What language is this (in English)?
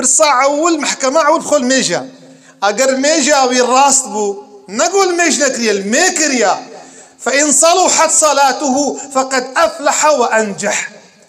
Kurdish